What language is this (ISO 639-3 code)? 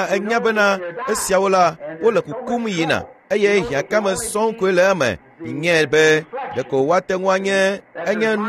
ewe